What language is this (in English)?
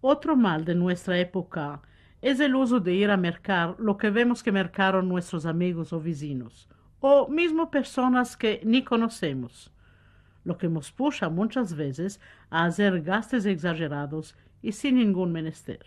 Ladino